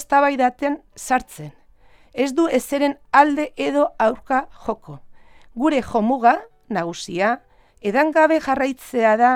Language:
Basque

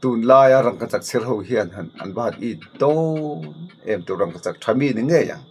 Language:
Mizo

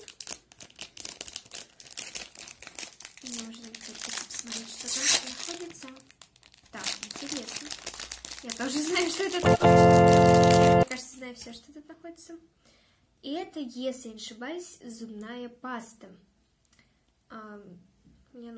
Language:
Russian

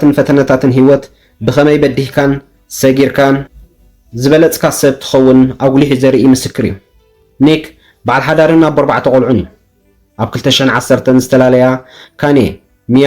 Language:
Tigrinya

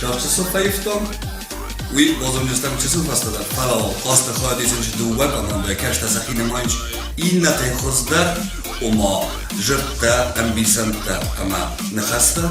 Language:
Ossetic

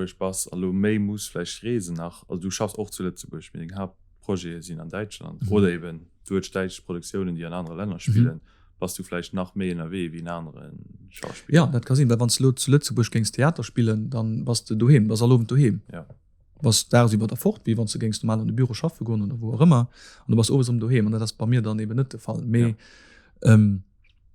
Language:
Luxembourgish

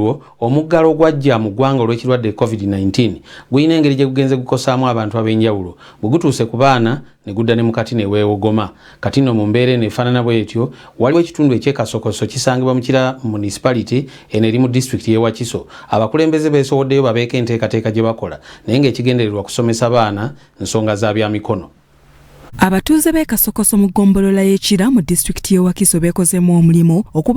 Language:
Ganda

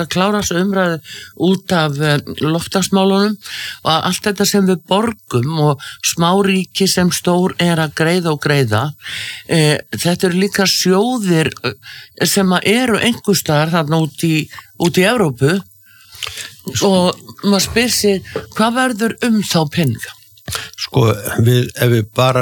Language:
Icelandic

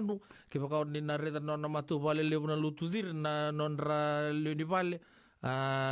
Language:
Fijian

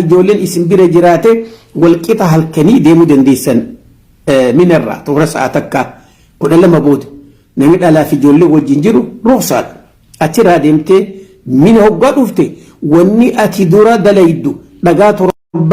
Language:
Oromo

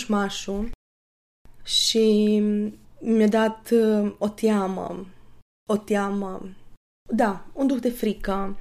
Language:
Romanian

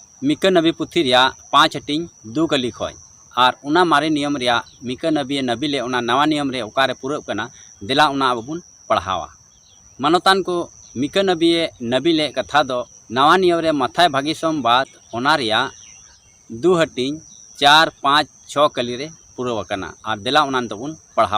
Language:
Santali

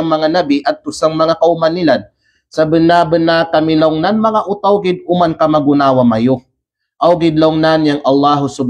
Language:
Kalagan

